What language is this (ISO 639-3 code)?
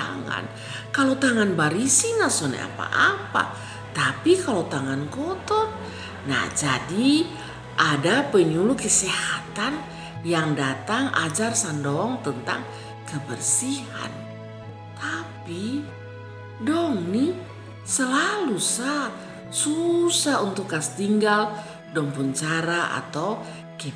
mkn